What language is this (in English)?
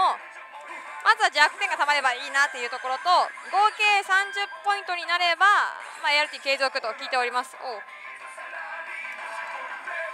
Japanese